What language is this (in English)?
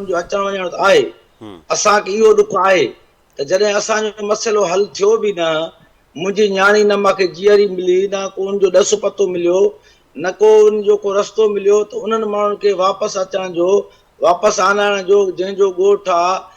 Sindhi